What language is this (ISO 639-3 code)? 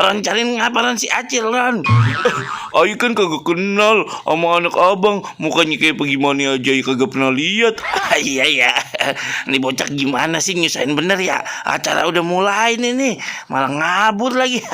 bew